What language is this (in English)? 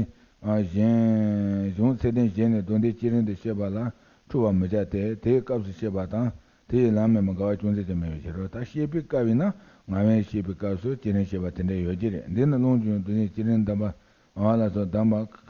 Tibetan